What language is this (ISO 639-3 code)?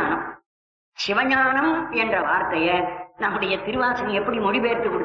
tam